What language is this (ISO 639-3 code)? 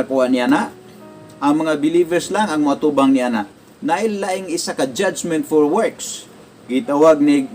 ceb